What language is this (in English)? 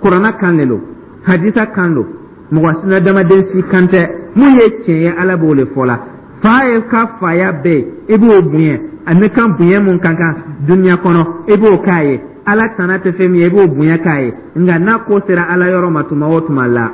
Dyula